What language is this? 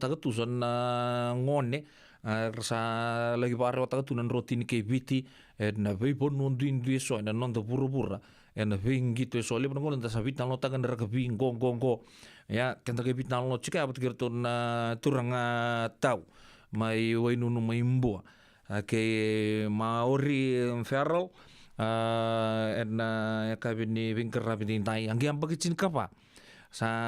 Fijian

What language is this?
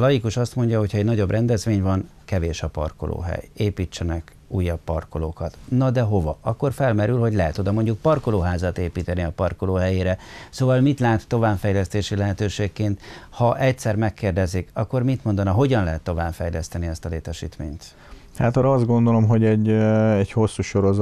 Hungarian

